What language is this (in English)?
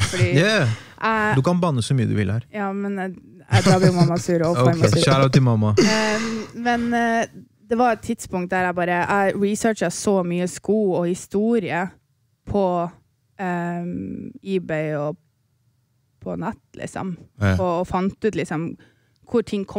Norwegian